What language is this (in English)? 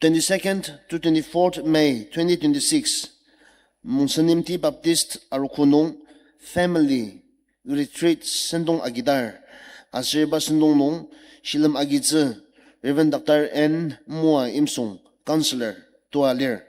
Ao Naga